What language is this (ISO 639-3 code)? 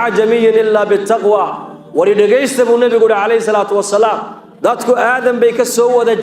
som